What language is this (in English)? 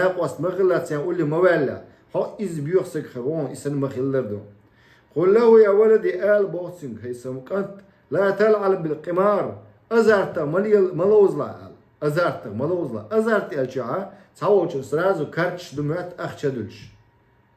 Chechen